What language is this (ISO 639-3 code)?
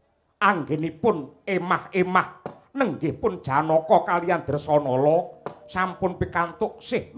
jav